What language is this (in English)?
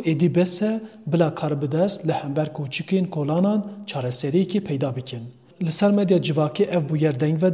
Kurdish